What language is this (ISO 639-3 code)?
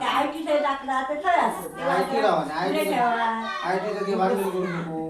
kok